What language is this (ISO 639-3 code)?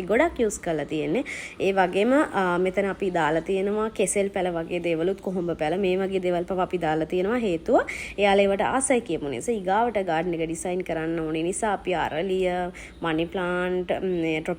sin